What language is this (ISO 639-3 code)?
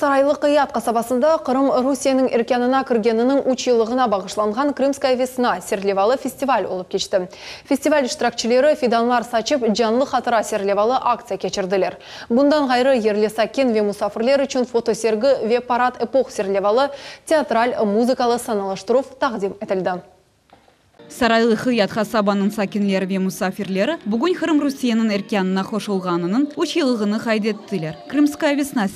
crh